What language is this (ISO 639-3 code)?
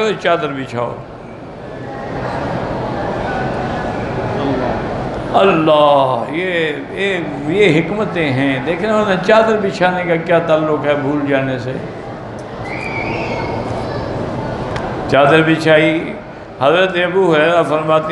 urd